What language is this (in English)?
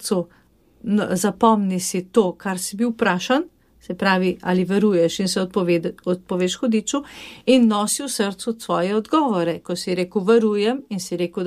Slovenian